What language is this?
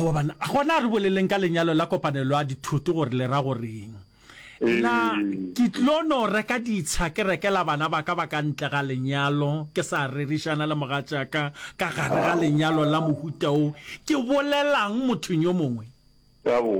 Northern Sotho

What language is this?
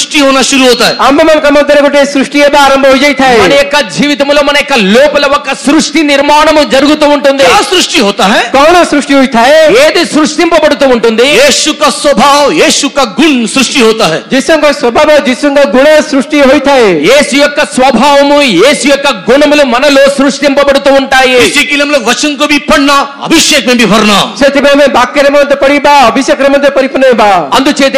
Telugu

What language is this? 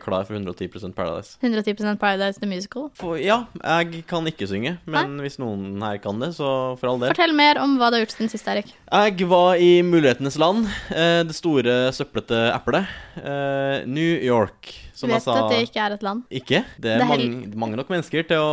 Norwegian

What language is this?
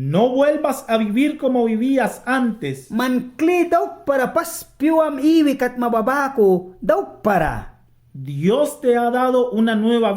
Mískito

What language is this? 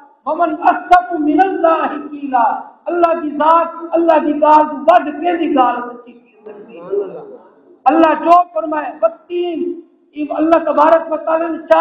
Saraiki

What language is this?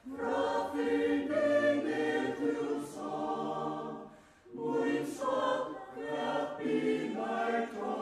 Faroese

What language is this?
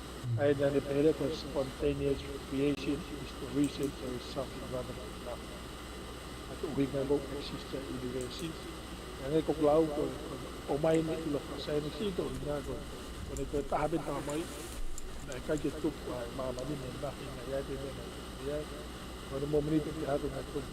Tongan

